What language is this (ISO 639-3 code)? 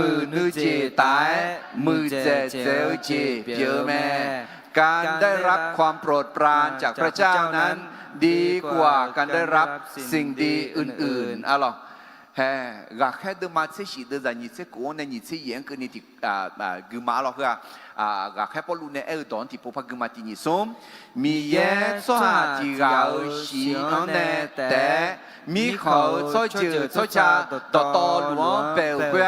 ahk